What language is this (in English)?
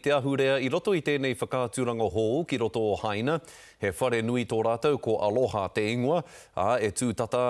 Māori